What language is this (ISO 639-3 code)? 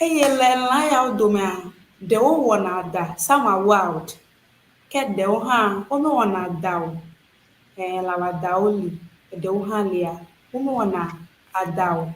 ewe